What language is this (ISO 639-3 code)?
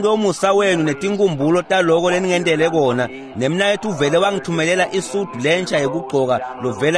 ssw